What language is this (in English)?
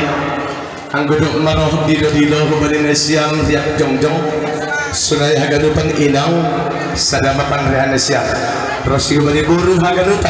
Batak Simalungun